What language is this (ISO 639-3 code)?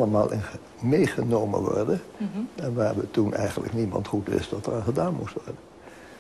nld